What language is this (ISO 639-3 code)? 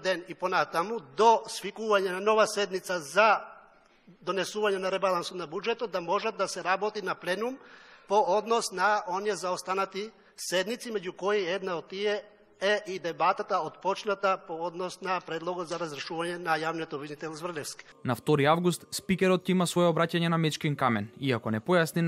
mkd